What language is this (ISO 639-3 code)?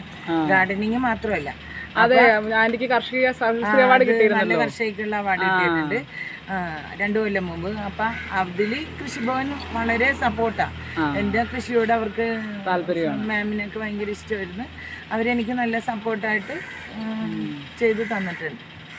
mal